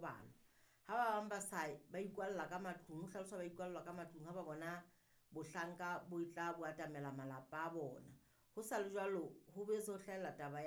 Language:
Southern Sotho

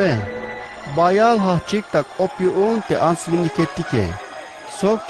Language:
Tzeltal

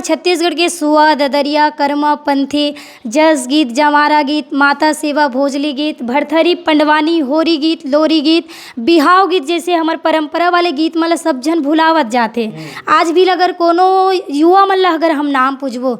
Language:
Chhattisgarhi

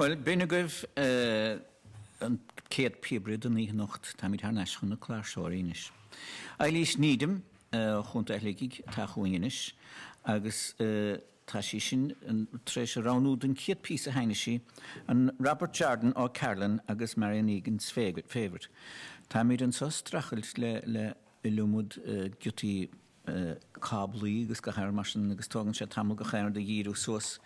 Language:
Irish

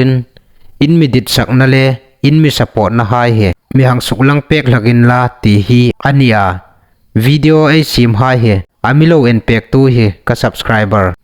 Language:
Hmar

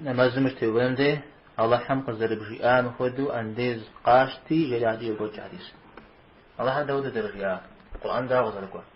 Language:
Kabardian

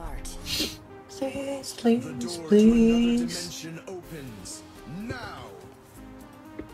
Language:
Vietnamese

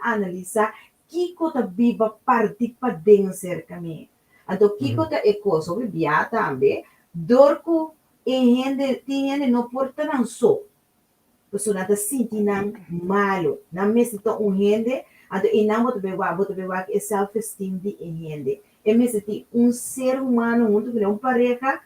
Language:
Papiamento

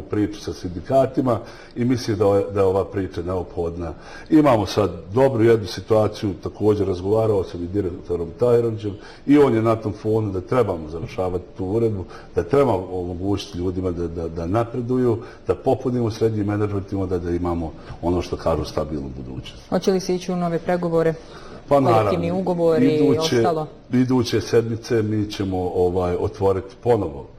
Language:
Bosnian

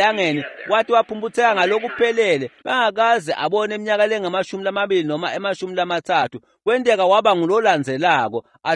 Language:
Swati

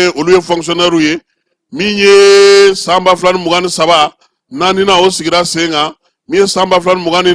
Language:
Bambara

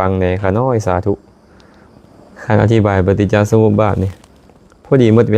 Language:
Lao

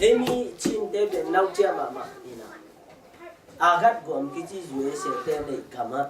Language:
Tedim Chin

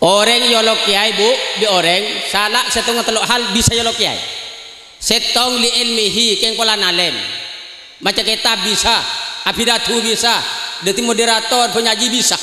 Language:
Madurese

